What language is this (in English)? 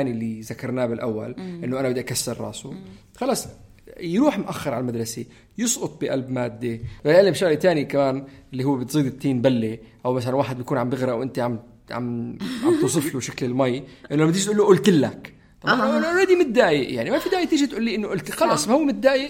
North Levantine Arabic